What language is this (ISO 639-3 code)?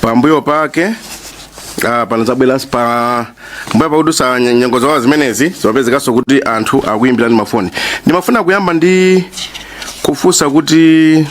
nya